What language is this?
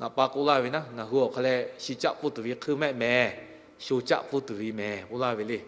Lahu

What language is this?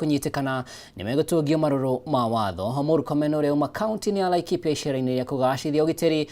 Kikuyu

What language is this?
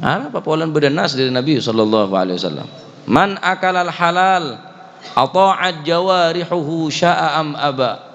Madurese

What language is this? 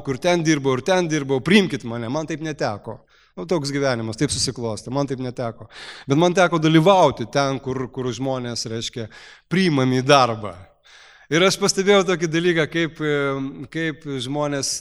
Lithuanian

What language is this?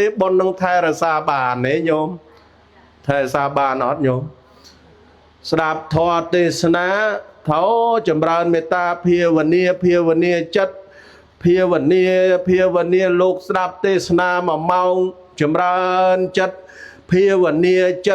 Khmer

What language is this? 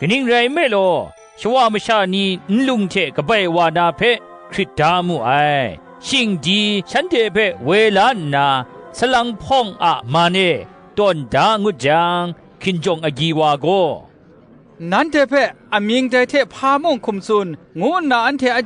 Kachin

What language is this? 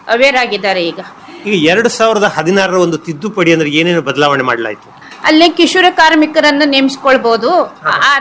Kannada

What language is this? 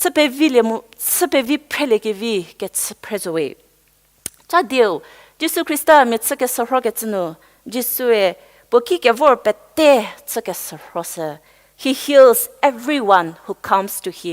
Angami Naga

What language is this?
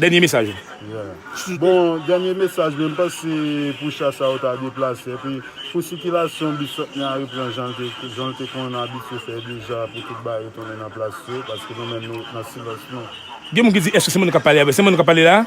Haitian Creole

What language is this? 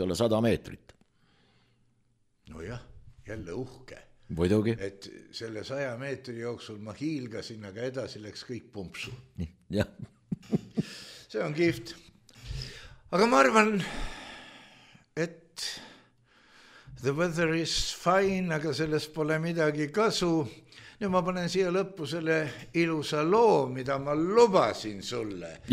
Estonian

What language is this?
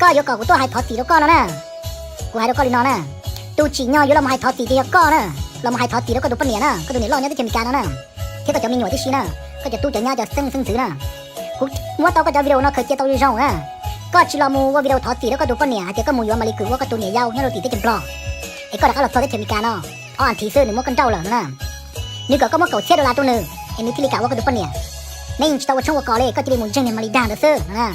Hmong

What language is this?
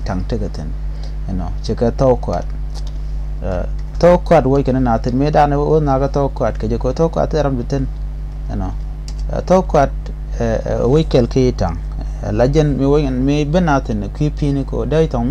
Nuer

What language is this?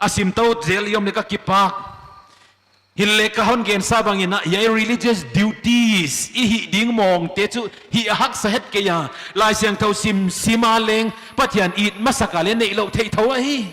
Paite Chin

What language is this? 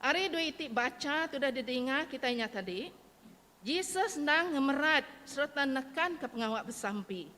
Iban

